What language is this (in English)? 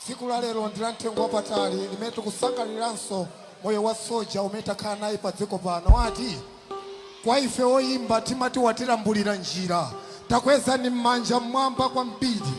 Nyanja